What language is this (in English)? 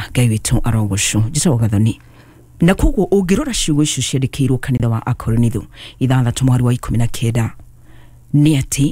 Kikuyu